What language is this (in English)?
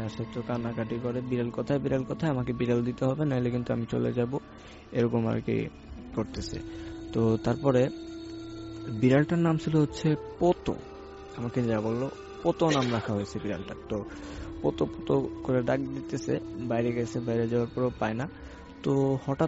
Bangla